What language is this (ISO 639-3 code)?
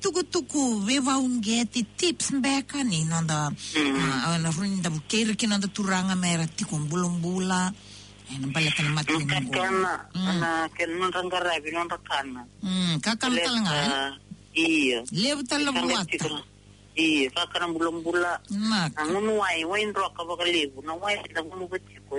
fij